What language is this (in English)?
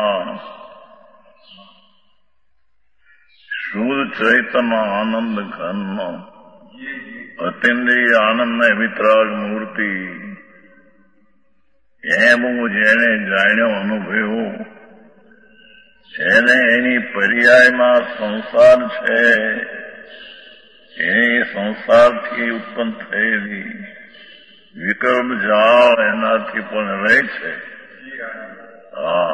Gujarati